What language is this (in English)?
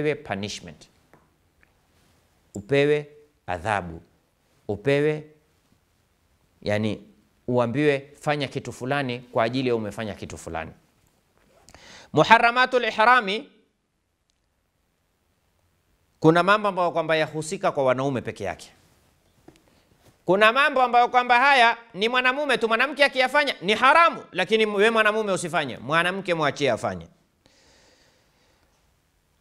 Swahili